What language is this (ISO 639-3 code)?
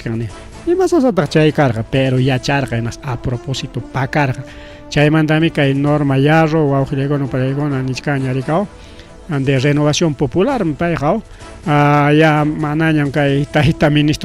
quy